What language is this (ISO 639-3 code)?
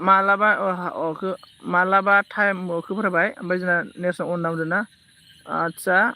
brx